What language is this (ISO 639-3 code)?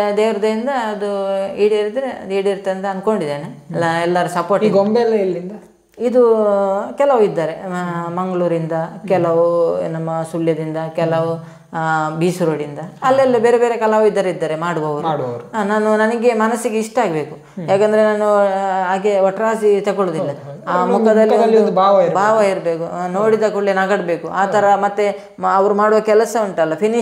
kan